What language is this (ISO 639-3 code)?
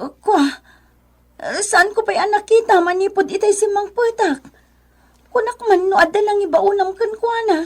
ilo